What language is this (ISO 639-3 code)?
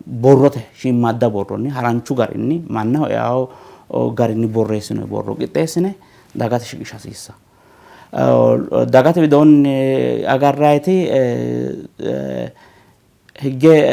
sid